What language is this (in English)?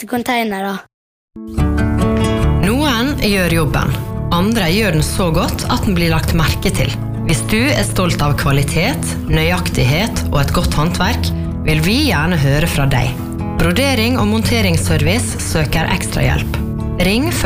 Norwegian